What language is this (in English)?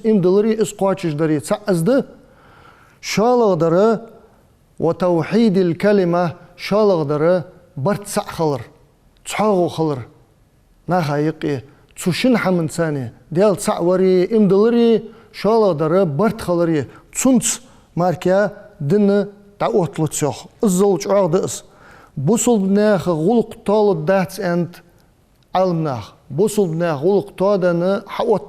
Ingush